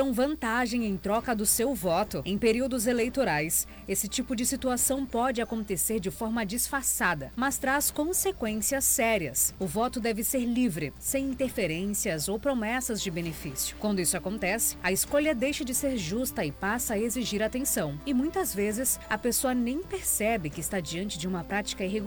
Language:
Portuguese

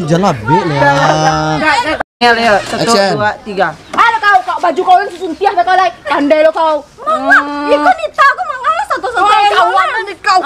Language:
Minangkabau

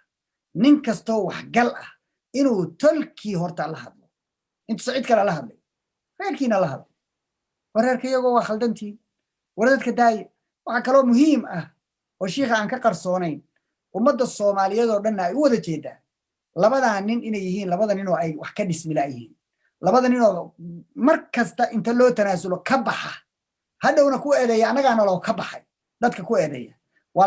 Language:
Somali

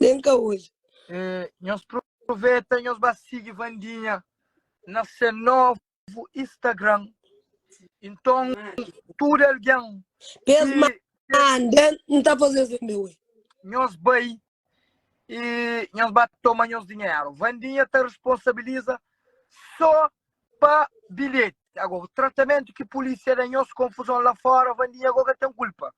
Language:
Kabuverdianu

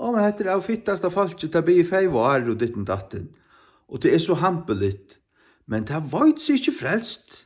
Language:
Faroese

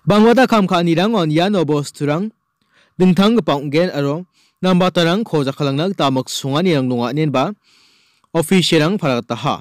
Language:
Garo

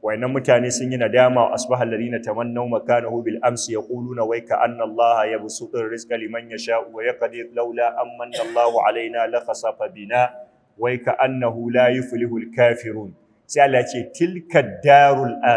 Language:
Hausa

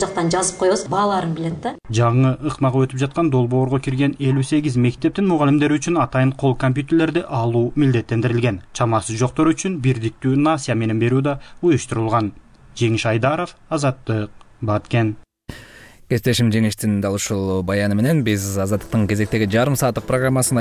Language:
Kyrgyz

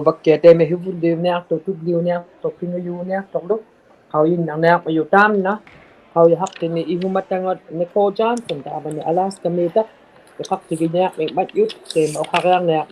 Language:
Inuktitut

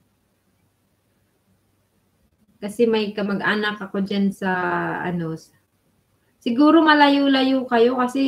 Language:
Filipino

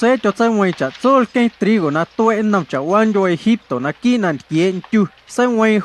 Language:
Guerrero Amuzgo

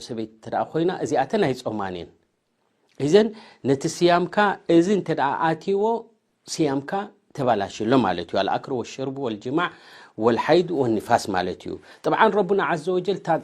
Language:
Tigrinya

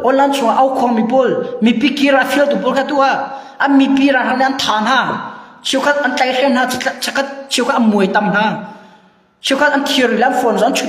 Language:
Hakha Chin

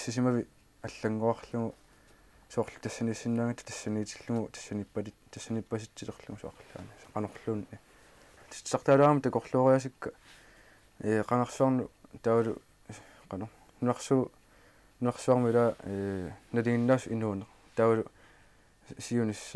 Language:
Kalaallisut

